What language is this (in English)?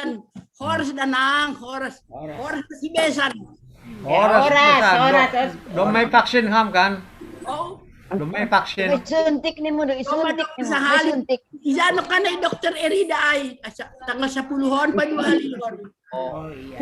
Batak Simalungun